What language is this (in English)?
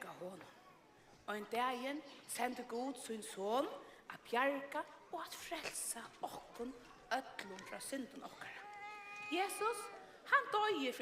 Faroese